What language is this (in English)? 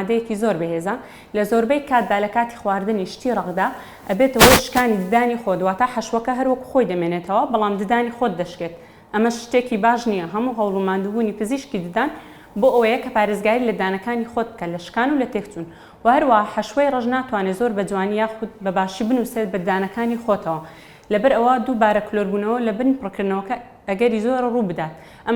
Central Kurdish